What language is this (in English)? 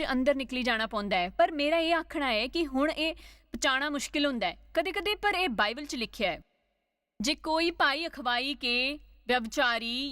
Dogri